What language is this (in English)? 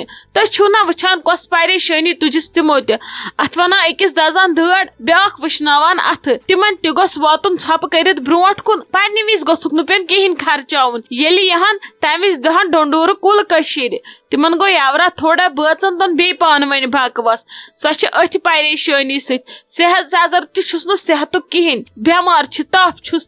Kashmiri